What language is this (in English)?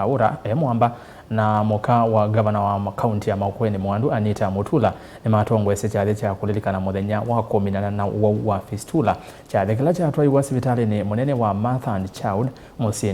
Kamba